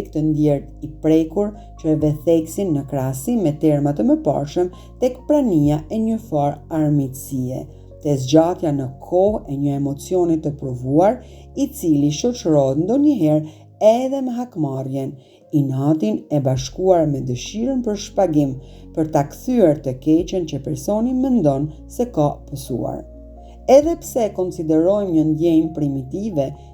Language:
Albanian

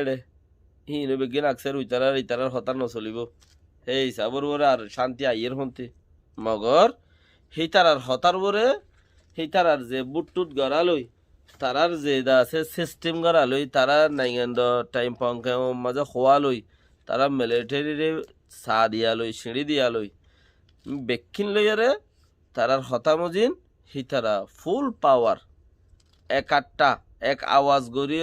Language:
Rohingya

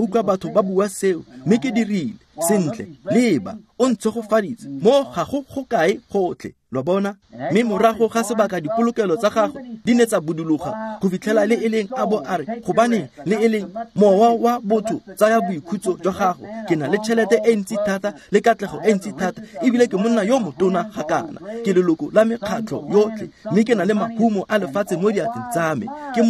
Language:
Tswana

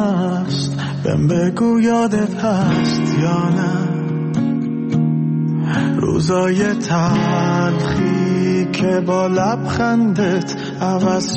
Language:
Persian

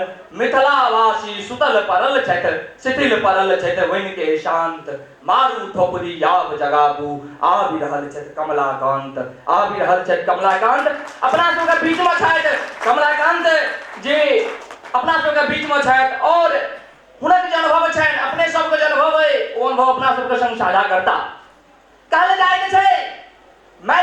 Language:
Maithili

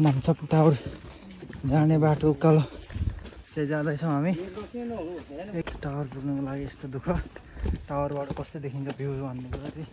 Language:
Nepali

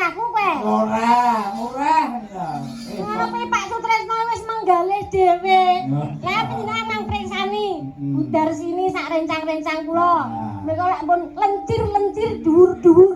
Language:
Javanese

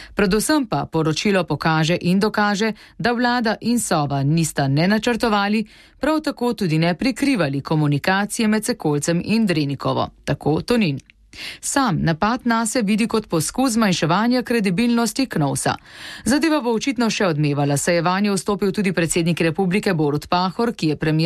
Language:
Slovenian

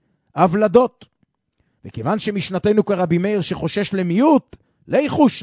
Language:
Hebrew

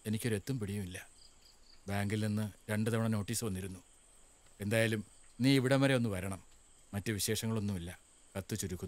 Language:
Malayalam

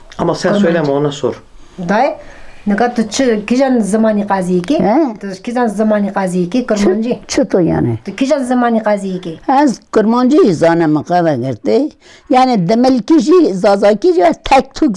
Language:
Zaza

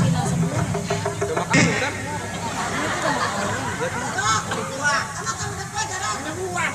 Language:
Betawi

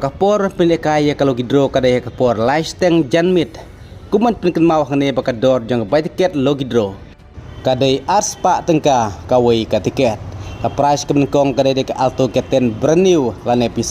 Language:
Khasi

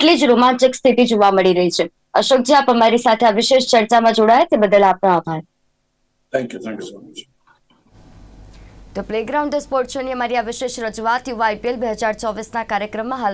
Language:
Gujarati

